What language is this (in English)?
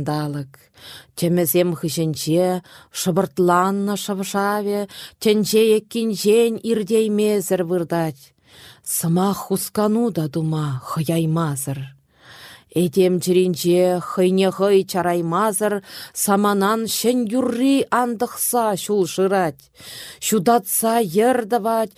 Chuvash